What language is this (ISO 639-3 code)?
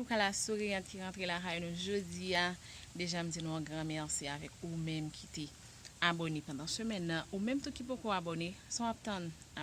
hat